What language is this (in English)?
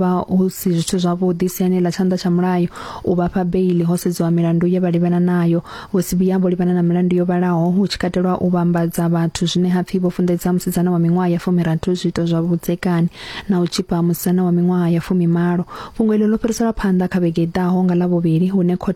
Venda